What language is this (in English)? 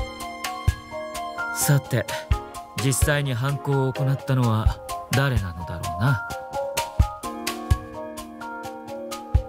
Japanese